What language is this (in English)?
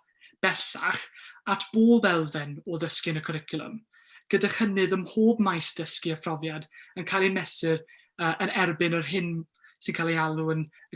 Welsh